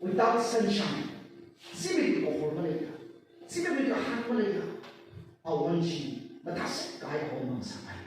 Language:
Tangkhul Naga (India)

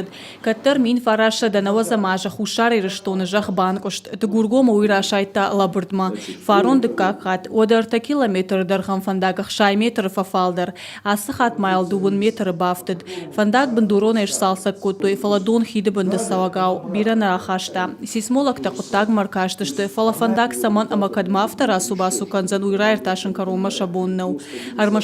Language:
Ossetic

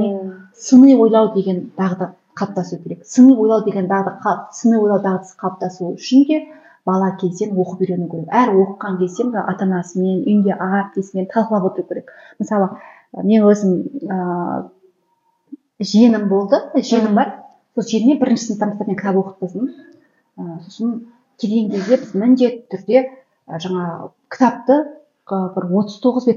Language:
Kazakh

